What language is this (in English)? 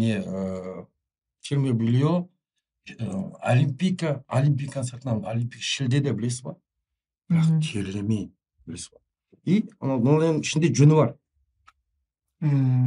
Kazakh